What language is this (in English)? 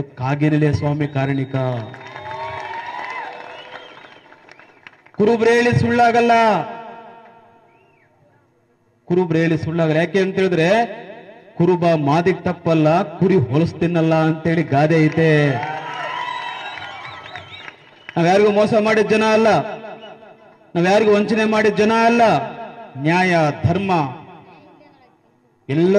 Kannada